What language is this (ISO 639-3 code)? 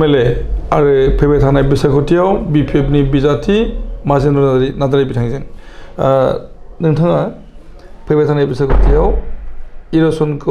brx